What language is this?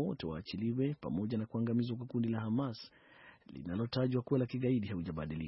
Swahili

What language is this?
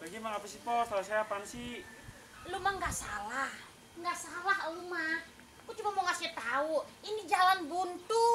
Betawi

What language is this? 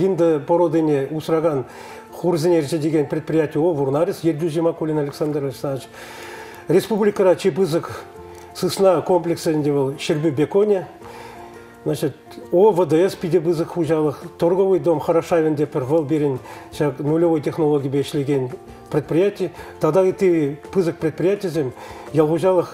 Chuvash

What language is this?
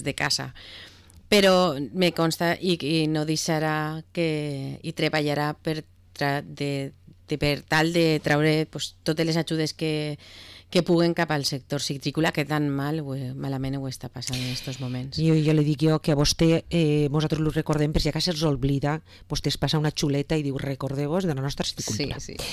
Catalan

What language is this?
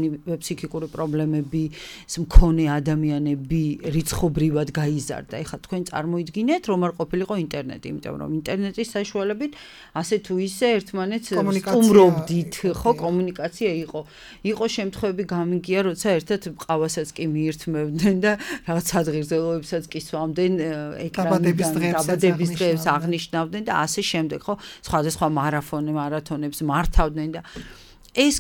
Georgian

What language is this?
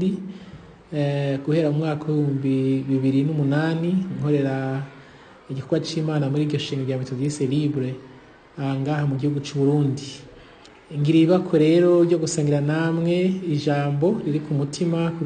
Rundi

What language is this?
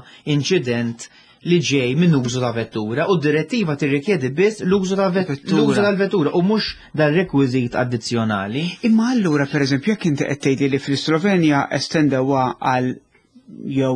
Maltese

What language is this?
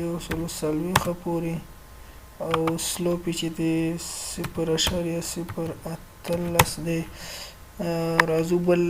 Pashto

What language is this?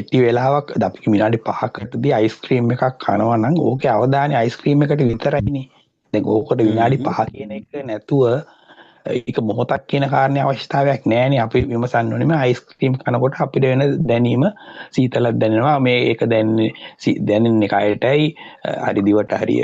Sinhala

